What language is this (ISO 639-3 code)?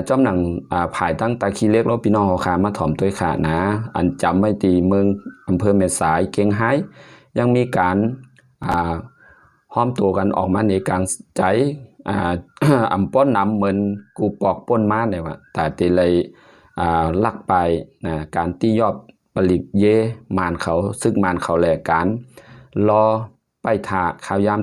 shn